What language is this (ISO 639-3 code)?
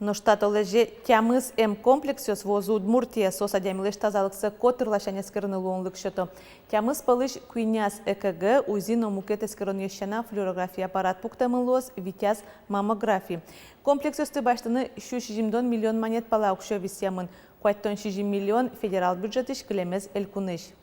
udm